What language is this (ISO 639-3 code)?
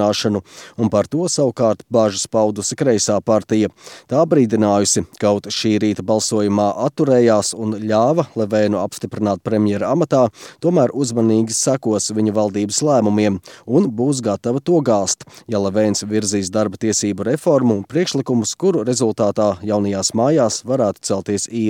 lav